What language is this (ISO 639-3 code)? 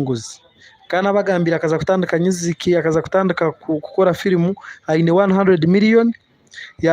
nyn